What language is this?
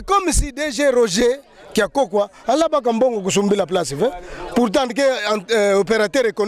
Kituba (Democratic Republic of Congo)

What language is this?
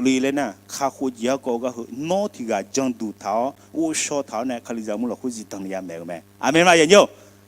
Akha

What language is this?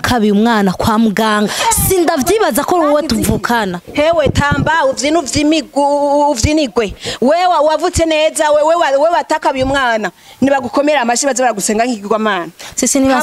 Rundi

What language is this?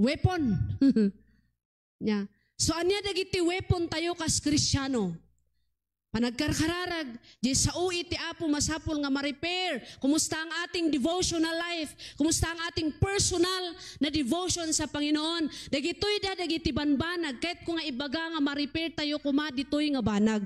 Iloko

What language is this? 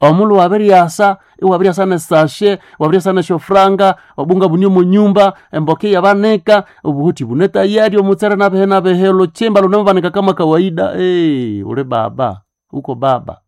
Nande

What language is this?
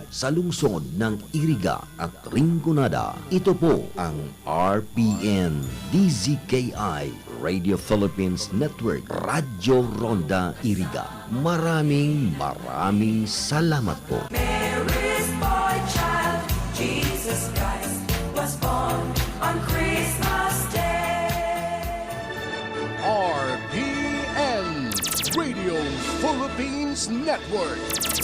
Bikol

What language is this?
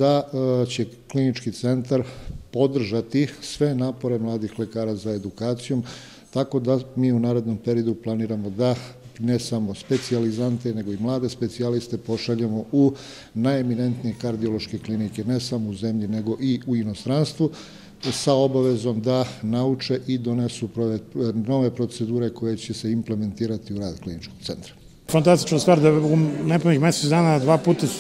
Serbian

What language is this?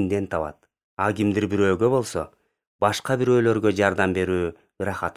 Kyrgyz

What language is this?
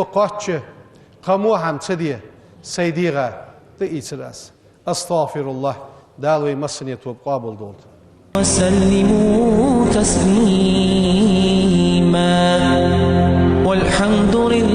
Ingush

